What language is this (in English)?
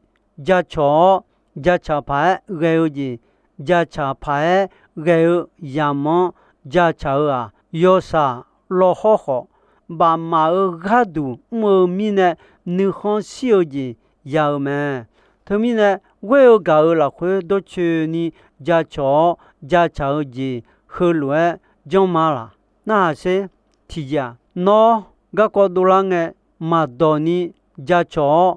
Akha